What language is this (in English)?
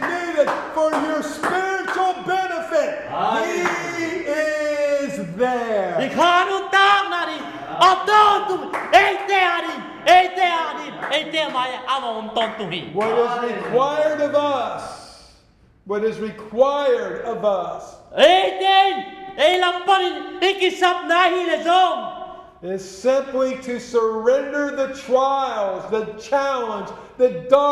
Tedim Chin